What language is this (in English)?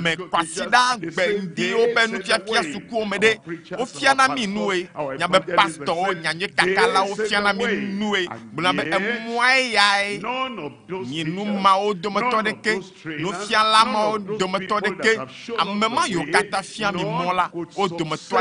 Ewe